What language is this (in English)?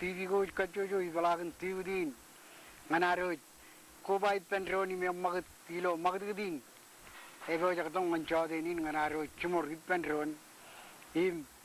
Marshallese